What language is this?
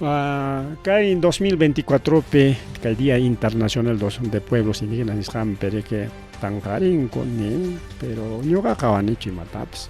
Ayacucho Quechua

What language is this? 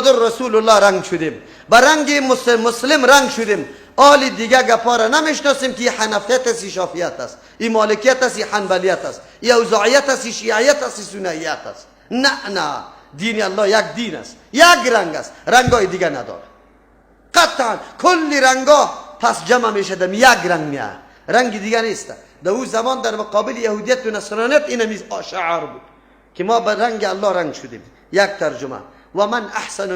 Persian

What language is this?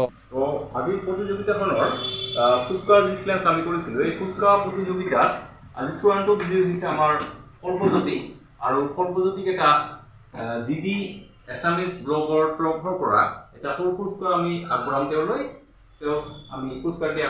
Assamese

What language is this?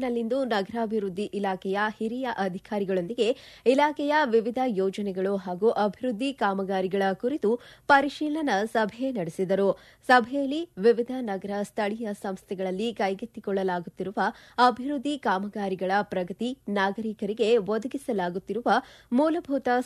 Kannada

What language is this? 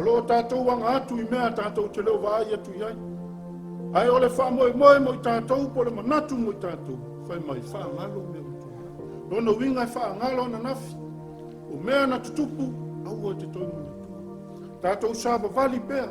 Samoan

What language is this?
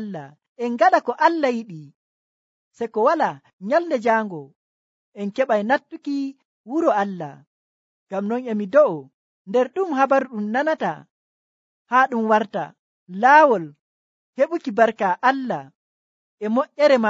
Nigerian Fulfulde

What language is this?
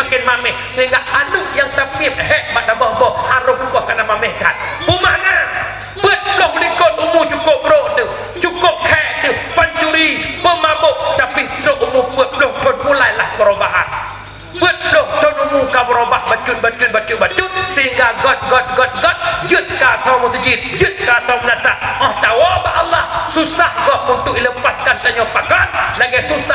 Achinese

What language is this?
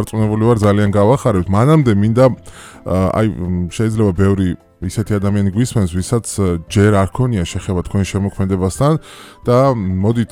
Georgian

